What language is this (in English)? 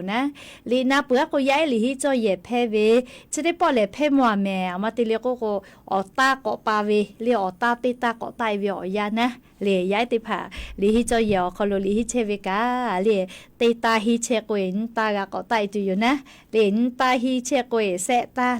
Lahu